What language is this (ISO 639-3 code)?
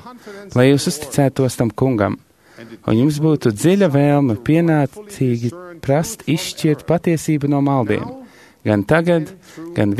lav